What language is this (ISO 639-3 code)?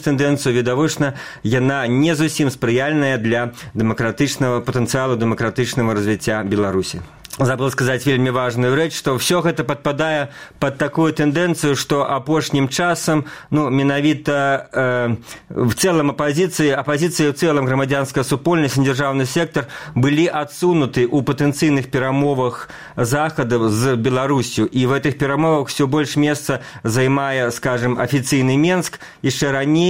bel